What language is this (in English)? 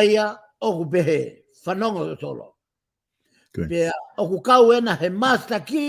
Tongan